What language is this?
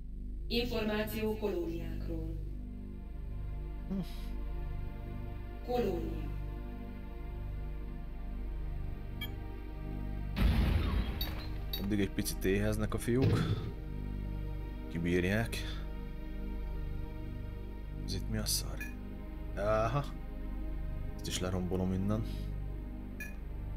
Hungarian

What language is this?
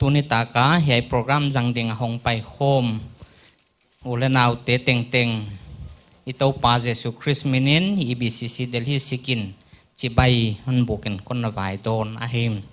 Paite Chin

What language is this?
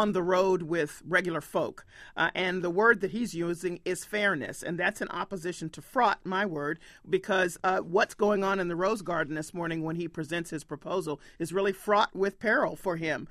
English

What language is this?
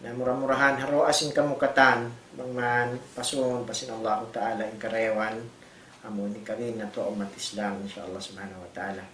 Tausug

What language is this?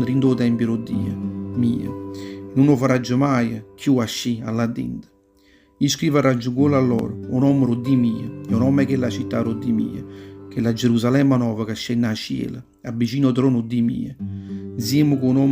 Neapolitan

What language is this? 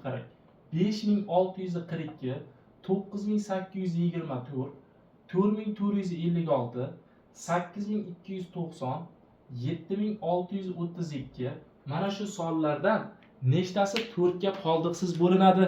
Uzbek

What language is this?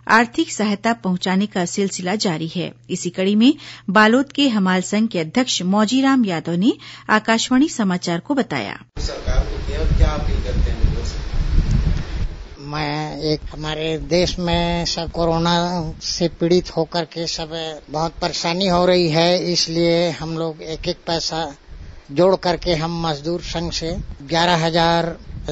Hindi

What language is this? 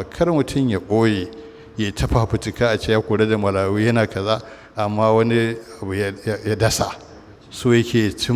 Hausa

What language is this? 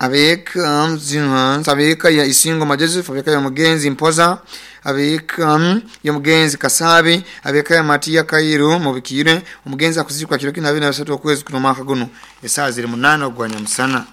Nyoro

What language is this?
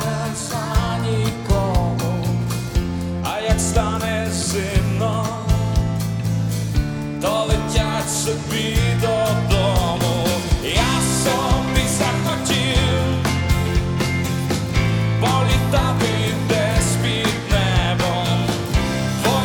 Ukrainian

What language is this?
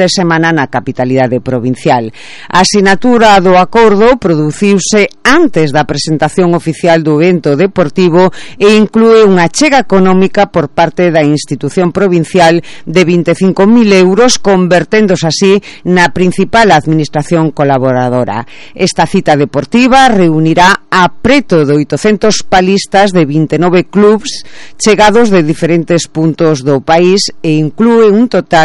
Galician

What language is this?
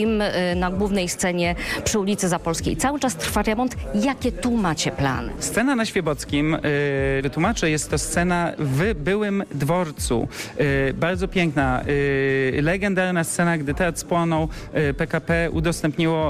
Polish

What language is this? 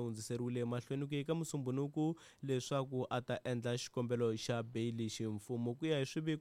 Tsonga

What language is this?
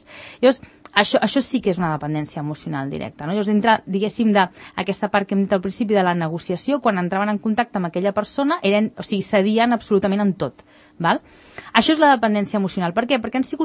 Catalan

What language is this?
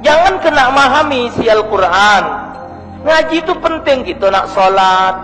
Musi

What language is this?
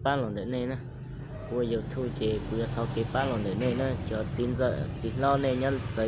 Hmong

